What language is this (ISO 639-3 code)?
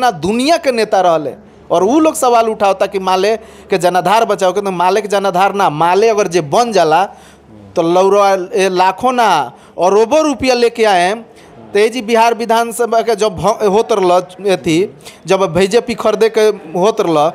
bho